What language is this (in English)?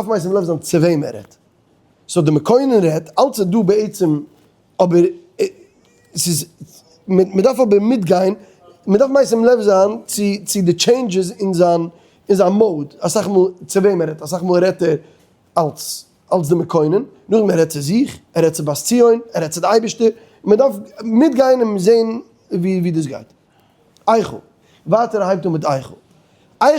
Yiddish